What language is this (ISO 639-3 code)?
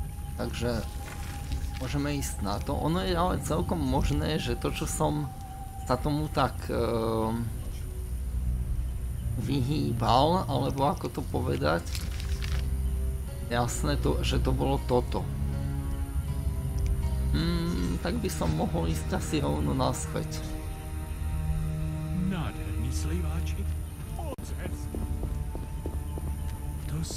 slk